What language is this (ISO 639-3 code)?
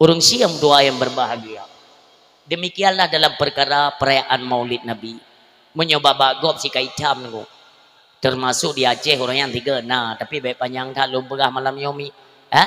ace